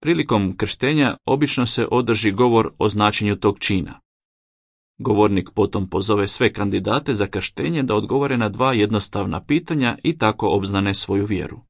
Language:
Croatian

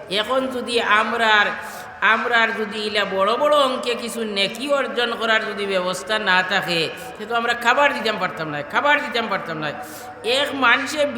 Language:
Sylheti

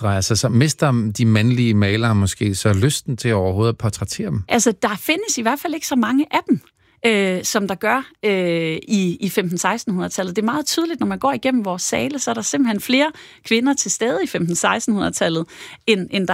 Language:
Danish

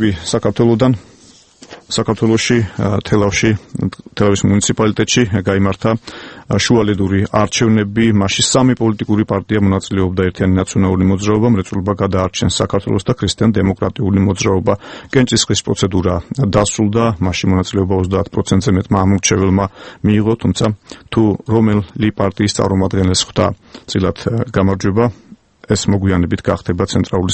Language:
Georgian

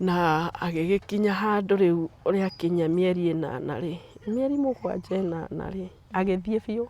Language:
Kikuyu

